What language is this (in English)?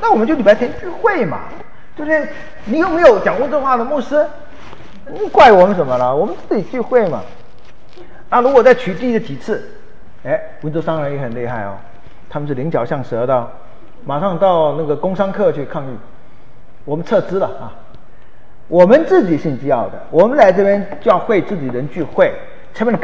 Chinese